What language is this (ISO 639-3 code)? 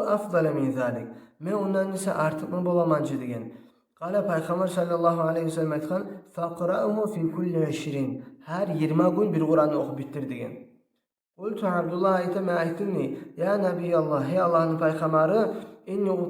kum